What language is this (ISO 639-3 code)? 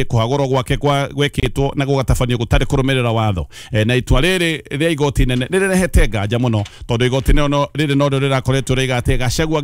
kik